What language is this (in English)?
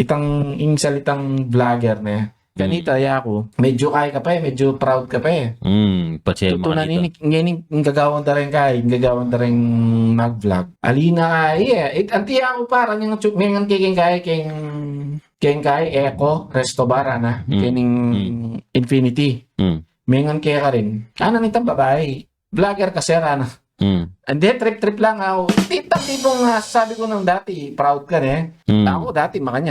Pampanga